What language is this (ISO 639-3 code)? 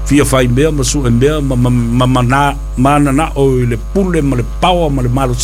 smo